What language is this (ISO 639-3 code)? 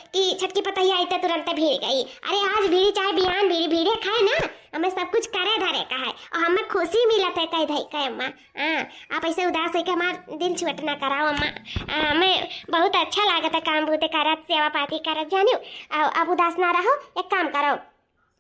awa